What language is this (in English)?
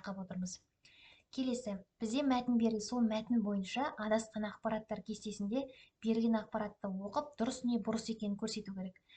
Kazakh